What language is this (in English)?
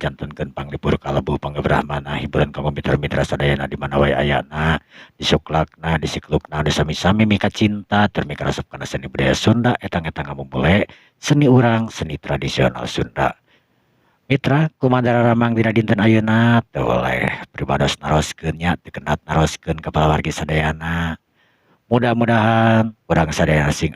Sundanese